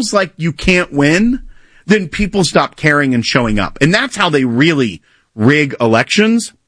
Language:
English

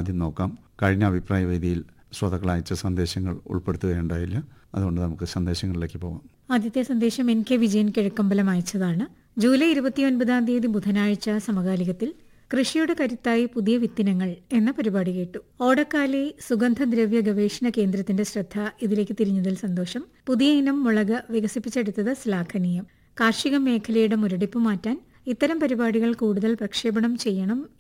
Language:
Malayalam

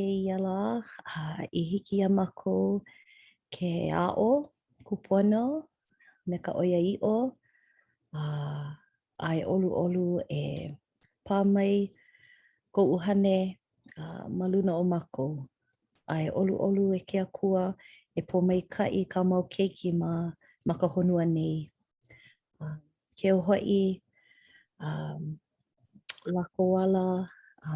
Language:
Hawaiian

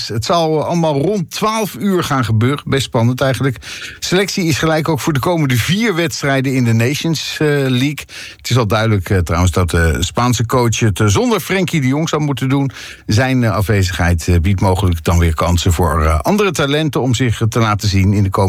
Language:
Dutch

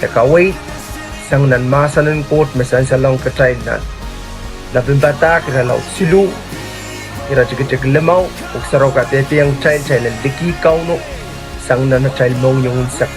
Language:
Pohnpeian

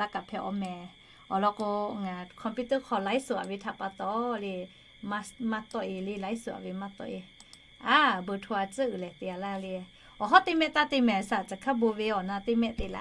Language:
Lahu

